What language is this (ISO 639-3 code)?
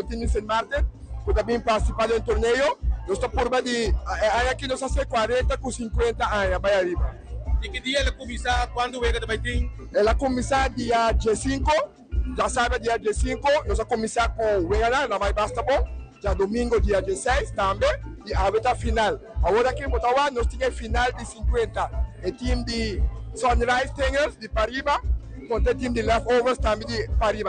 pap